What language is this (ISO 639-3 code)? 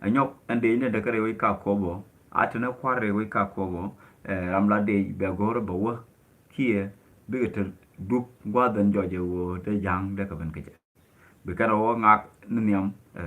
nus